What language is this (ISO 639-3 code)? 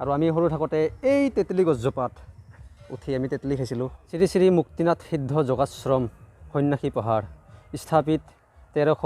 asm